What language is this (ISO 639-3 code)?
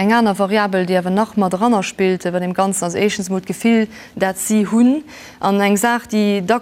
ltz